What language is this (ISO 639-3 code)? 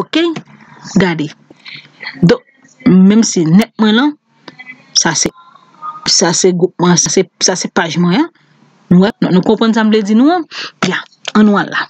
hat